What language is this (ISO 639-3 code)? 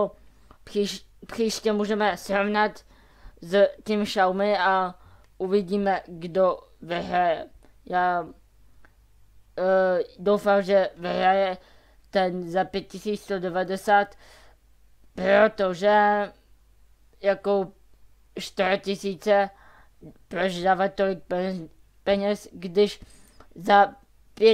ces